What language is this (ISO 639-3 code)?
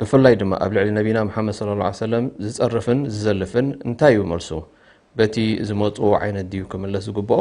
tir